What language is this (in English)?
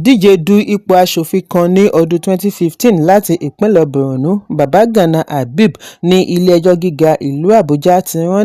Yoruba